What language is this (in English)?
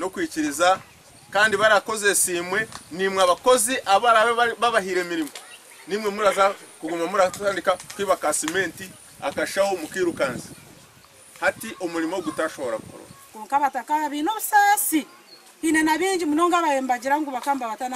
Nyankole